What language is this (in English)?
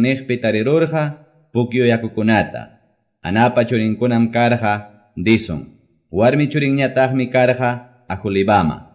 Quechua